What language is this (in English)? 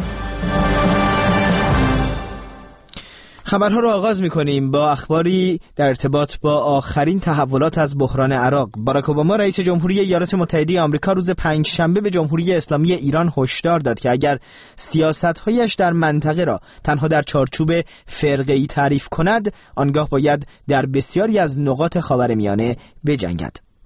Persian